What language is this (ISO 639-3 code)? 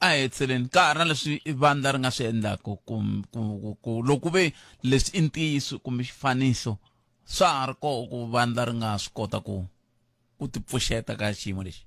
tso